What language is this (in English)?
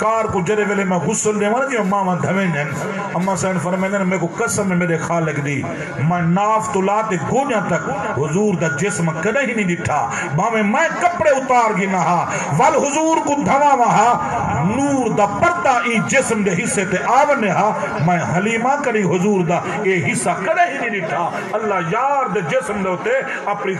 Saraiki